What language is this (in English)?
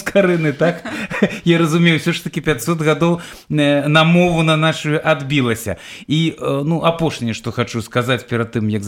Belarusian